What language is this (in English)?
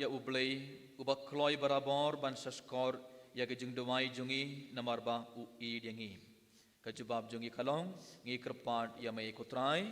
Khasi